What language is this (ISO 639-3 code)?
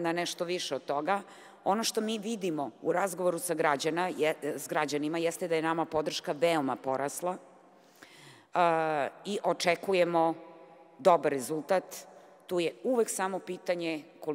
srp